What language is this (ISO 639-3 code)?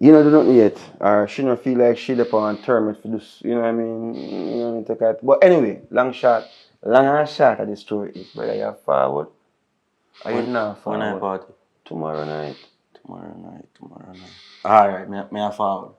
jam